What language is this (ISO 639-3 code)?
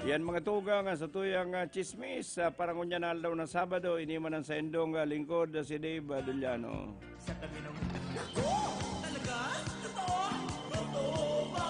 bik